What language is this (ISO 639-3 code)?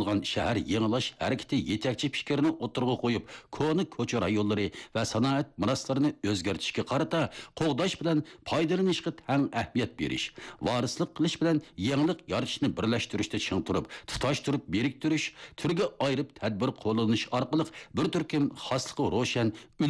uig